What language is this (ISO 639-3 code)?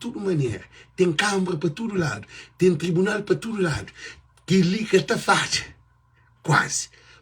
kea